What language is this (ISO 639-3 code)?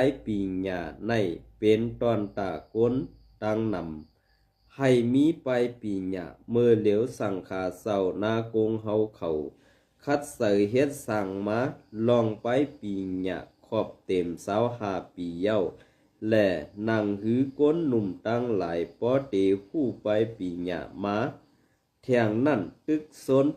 shn